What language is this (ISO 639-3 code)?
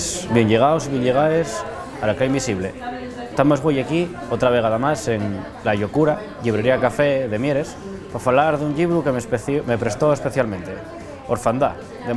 ast